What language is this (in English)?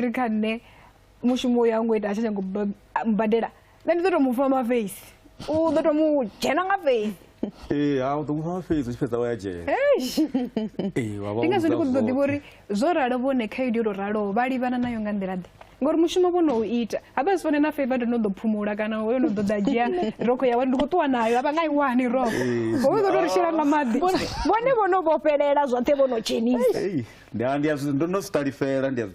Venda